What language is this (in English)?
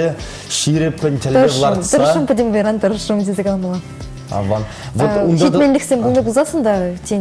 Chuvash